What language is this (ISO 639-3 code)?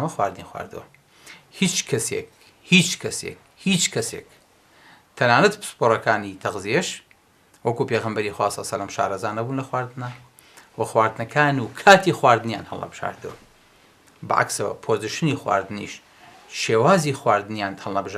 ckb